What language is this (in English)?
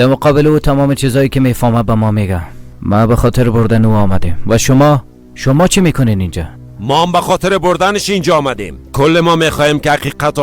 Persian